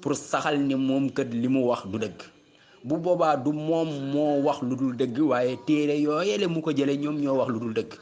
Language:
Wolof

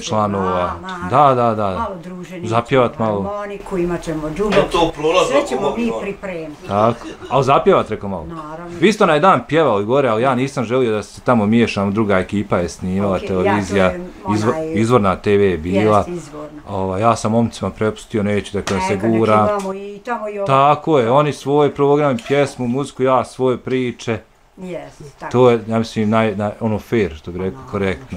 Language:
Bosnian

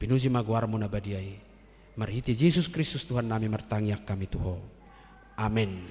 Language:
Batak Toba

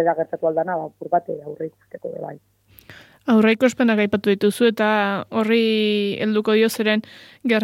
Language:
Basque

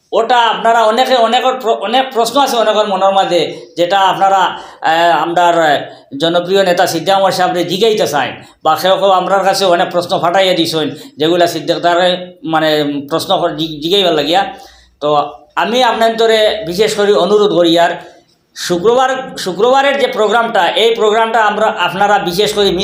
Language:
Sylheti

